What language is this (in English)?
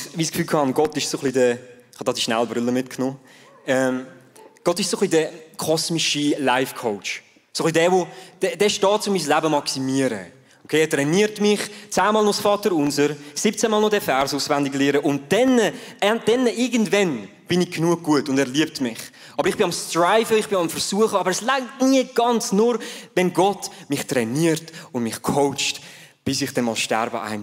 Swiss German